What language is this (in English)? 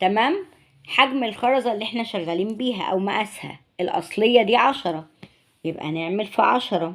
Egyptian Arabic